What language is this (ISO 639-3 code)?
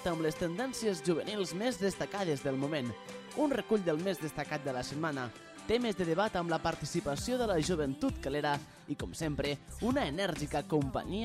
cat